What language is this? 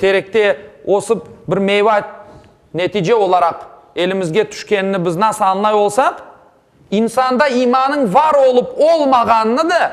Crimean Tatar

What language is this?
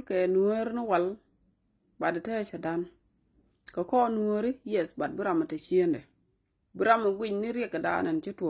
Nuer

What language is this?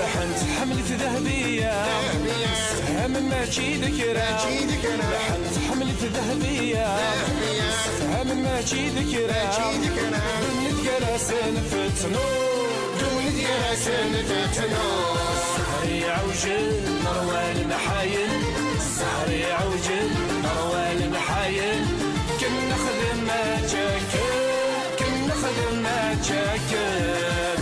Kabyle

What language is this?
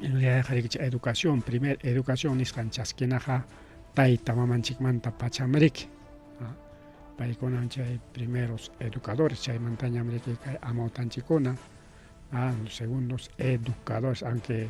Ayacucho Quechua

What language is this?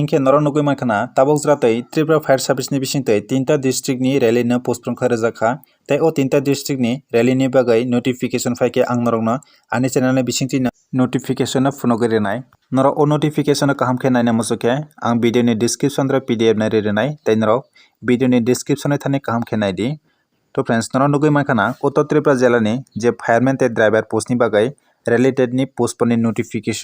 Kok Borok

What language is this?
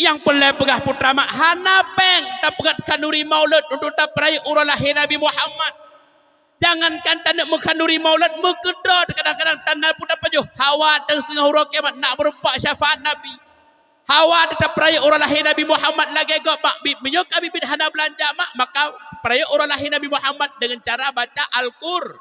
Achinese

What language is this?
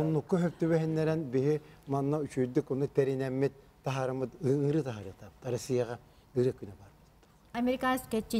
Yakut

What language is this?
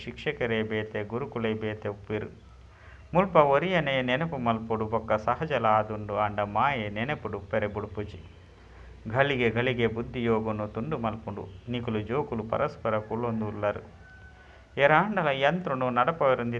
Tulu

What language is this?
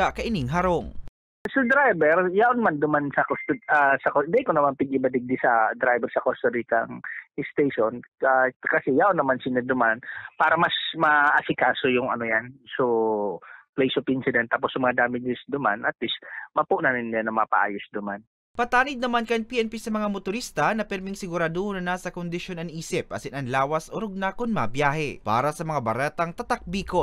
Bikol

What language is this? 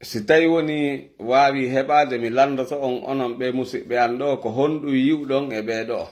Fula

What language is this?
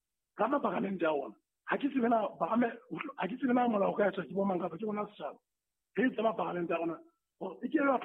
Southern Sotho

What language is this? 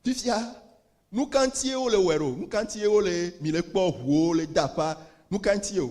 Ewe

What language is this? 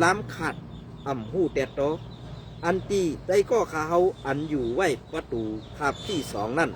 Shan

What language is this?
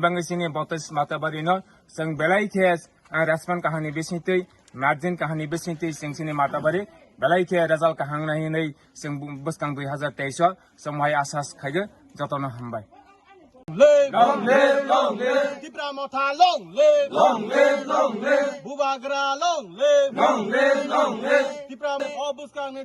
Kok Borok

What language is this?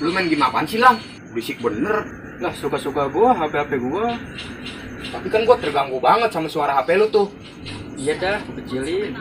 Betawi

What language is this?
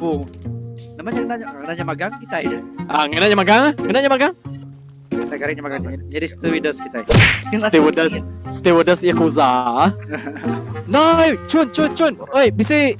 Iban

